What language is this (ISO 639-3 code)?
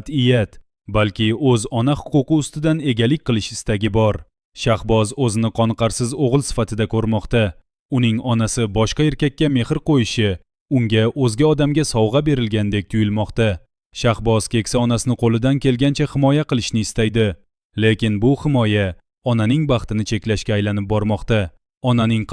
uzb